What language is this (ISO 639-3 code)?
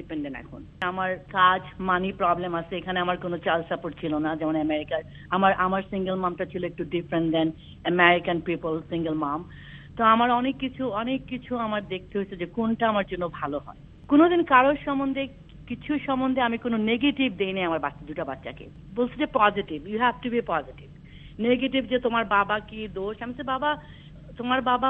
ben